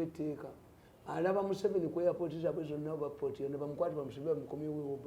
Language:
Ganda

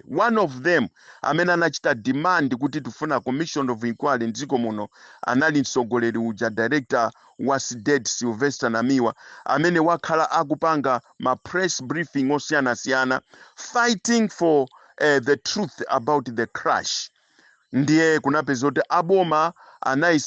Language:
Nyanja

